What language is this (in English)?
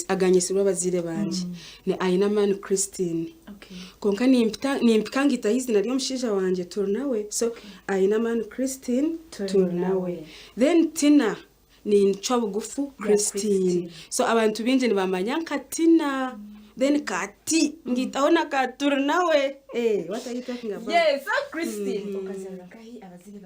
Nyankole